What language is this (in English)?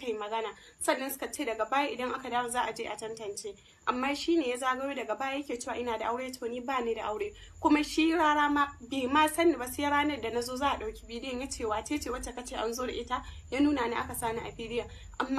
Hausa